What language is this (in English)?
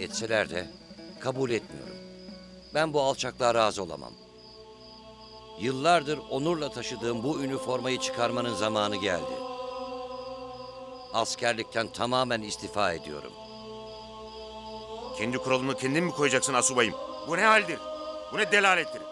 Turkish